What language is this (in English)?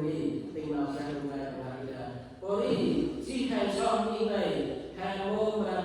Central Mnong